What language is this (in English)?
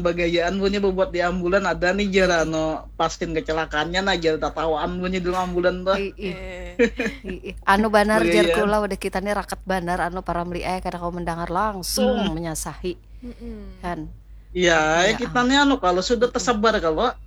Banjar